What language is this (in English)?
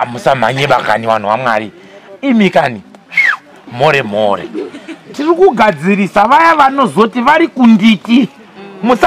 Shona